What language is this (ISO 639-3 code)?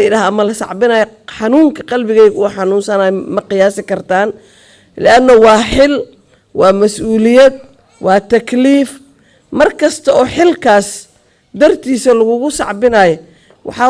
som